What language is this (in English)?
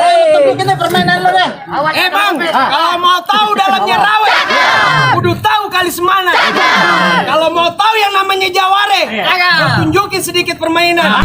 Betawi